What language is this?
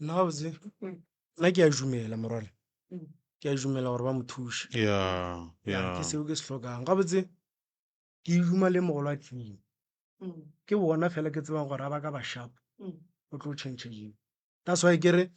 Northern Sotho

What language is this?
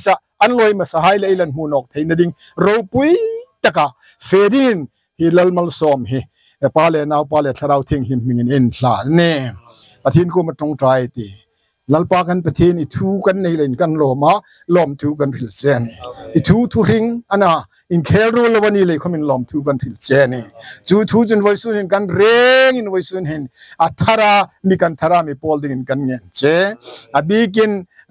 Hmar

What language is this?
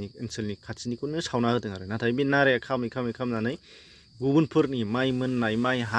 Bodo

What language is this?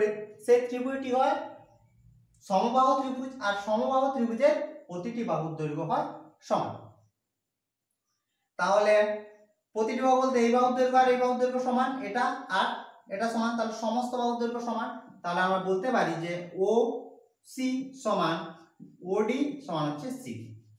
Bangla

